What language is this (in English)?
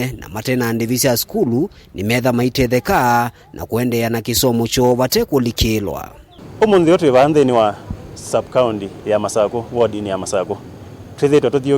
Kamba